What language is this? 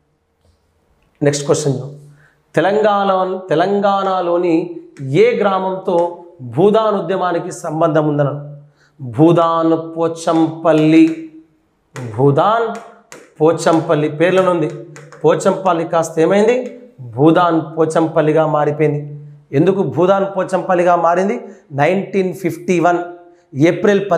Telugu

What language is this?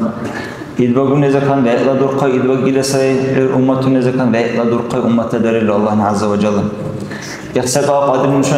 Dargwa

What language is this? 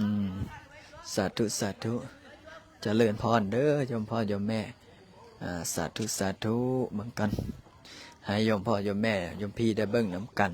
Lao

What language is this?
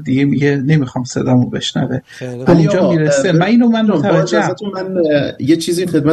Persian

